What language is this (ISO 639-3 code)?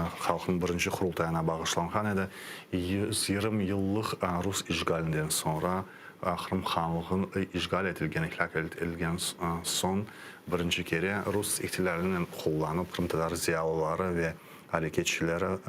crh